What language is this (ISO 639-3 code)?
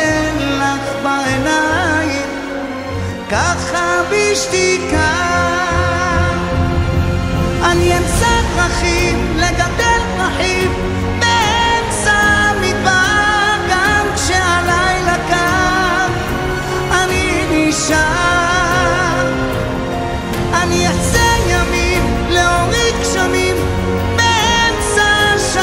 heb